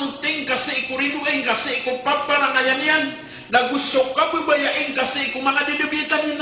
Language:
Maranao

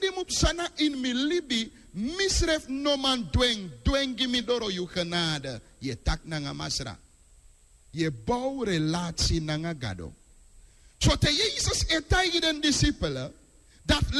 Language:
Sranan Tongo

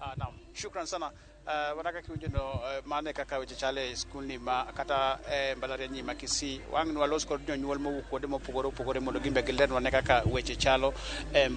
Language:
Luo (Kenya and Tanzania)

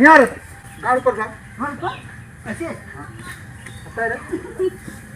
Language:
Awadhi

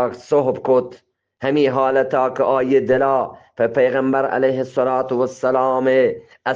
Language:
Eastern Balochi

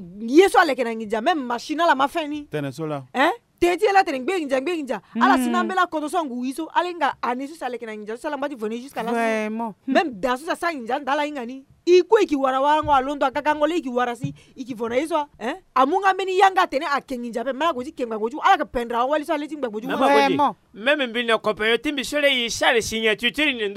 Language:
Sango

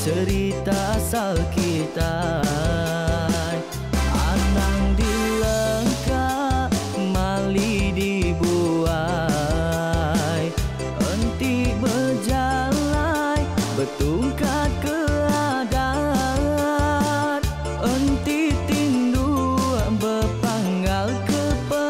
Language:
Iban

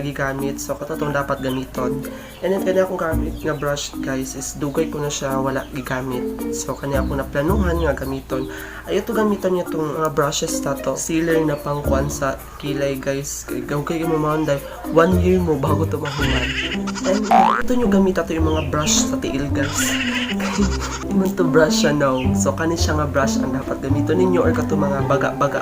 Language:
Cebuano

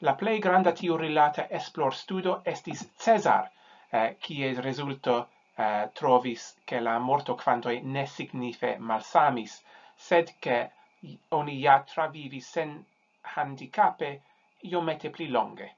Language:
Esperanto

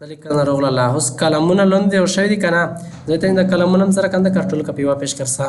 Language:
Pashto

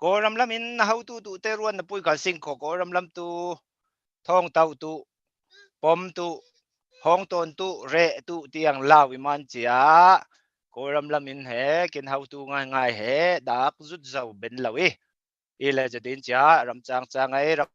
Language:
Falam Chin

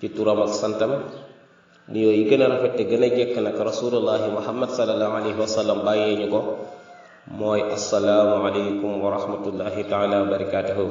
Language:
Wolof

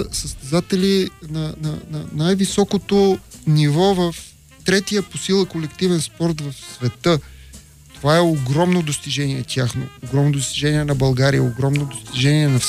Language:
Bulgarian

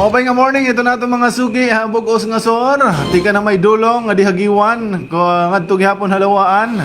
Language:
Waray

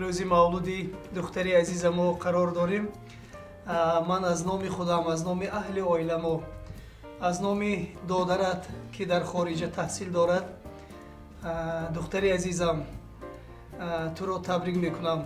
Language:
Tajik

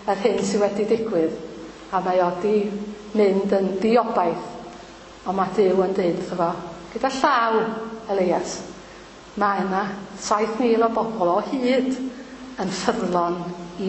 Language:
Welsh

